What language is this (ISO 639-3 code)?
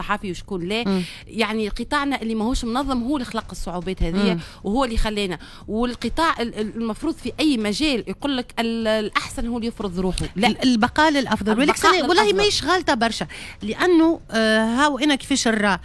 aeb